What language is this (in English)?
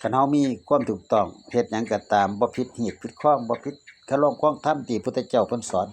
Northeastern Thai